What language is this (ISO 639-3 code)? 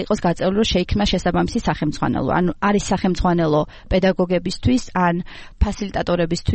kat